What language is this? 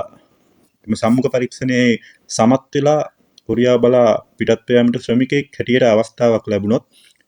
Sinhala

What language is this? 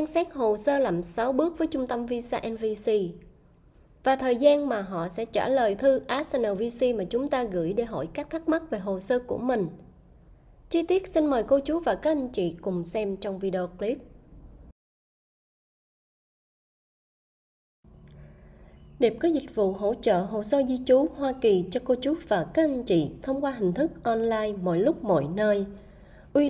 Vietnamese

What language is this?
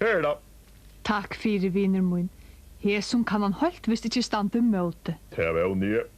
Faroese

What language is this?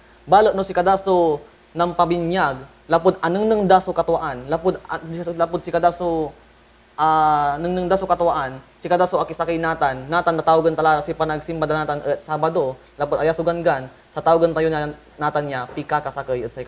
Pangasinan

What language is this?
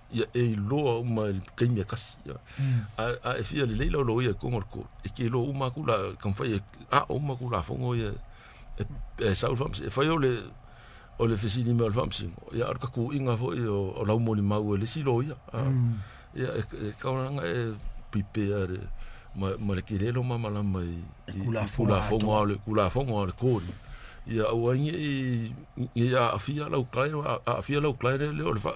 Samoan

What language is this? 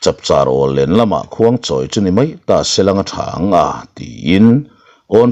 Mizo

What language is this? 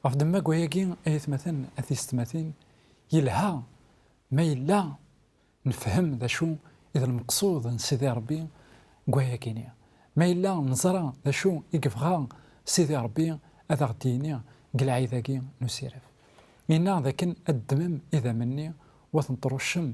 Kabyle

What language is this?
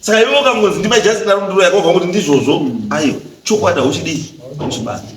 Shona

